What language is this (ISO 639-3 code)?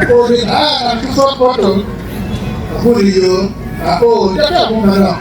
ach